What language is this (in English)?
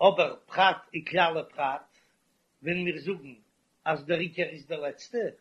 Yiddish